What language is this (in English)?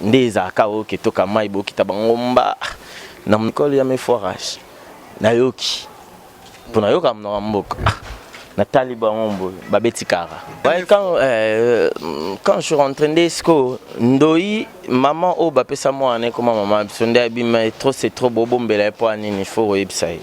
Lingala